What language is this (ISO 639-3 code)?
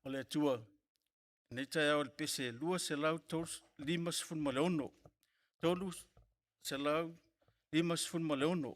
smo